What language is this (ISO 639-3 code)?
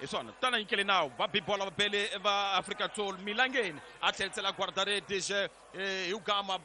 tso